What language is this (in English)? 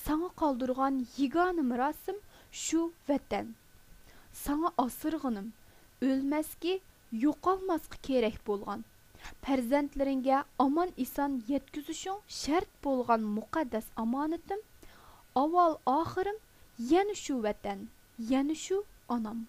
Uyghur